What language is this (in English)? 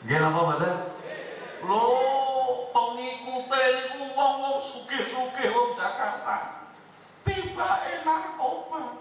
Javanese